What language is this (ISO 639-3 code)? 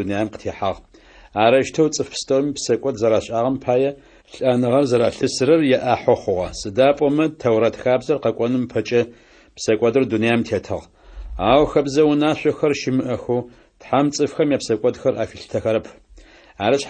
ady